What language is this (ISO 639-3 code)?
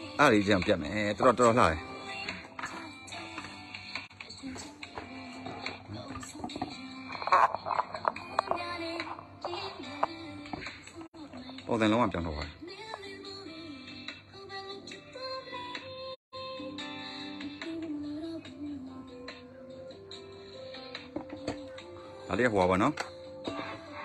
mya